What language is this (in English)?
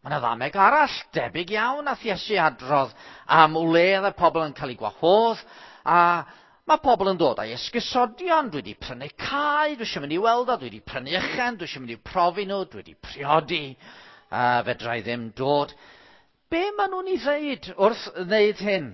Welsh